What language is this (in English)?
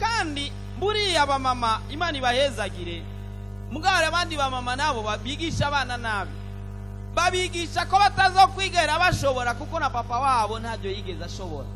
Rundi